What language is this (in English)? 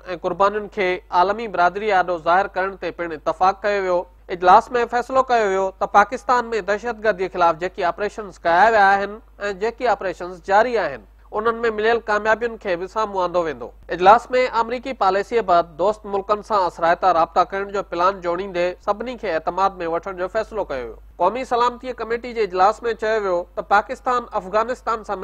Sindhi